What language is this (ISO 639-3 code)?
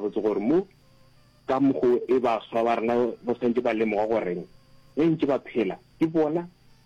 nso